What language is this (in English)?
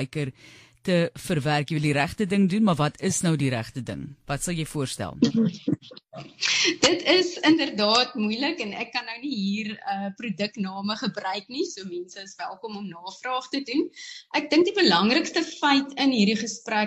Afrikaans